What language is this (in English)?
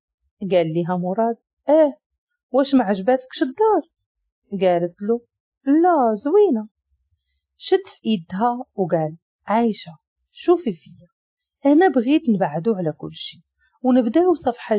Moroccan Arabic